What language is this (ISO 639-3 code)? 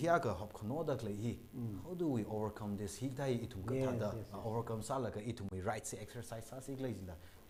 nmf